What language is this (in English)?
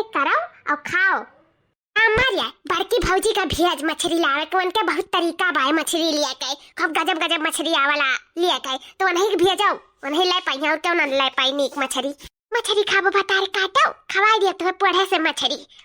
Awadhi